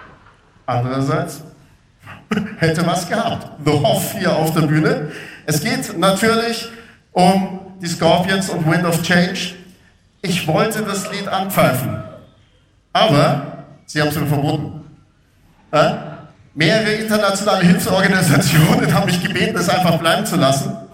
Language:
German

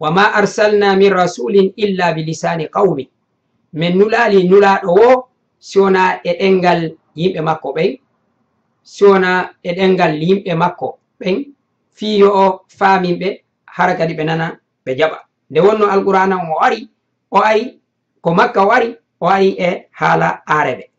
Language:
Fula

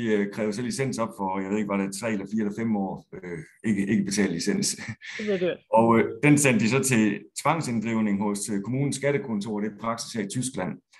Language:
Danish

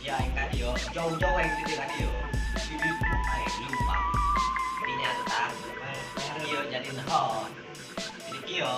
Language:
Sundanese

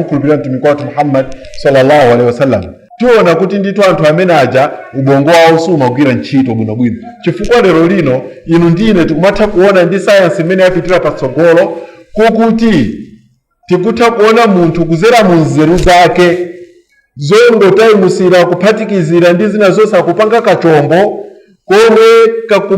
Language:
Nyanja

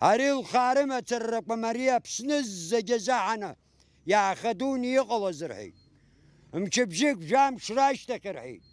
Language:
Abkhazian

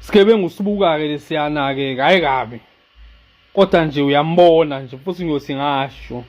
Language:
Zulu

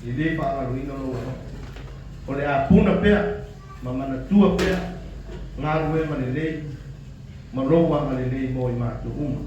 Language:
Samoan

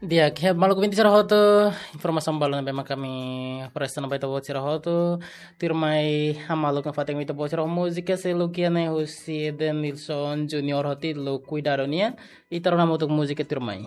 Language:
Tetum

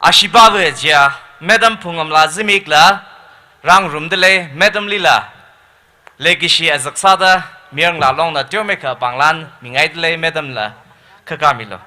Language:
Tangkhul Naga (India)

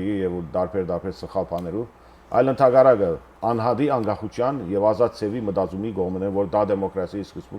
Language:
Western Armenian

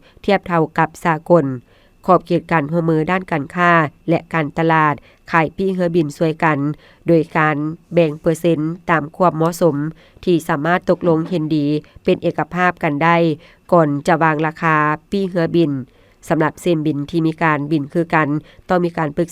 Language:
Lao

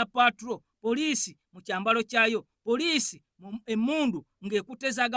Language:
Ganda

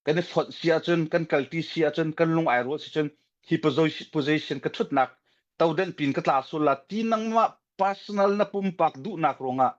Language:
Hakha Chin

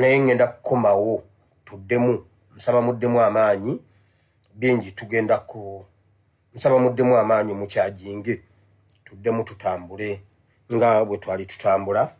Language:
Ganda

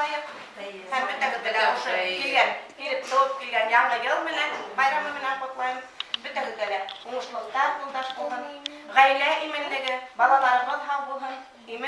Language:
Bashkir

